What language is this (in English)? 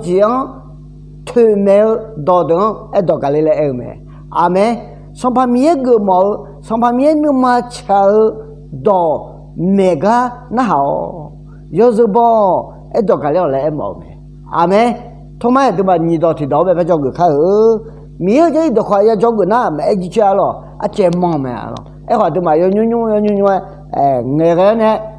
Akha